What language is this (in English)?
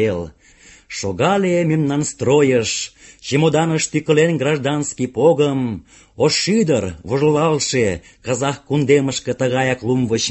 Mari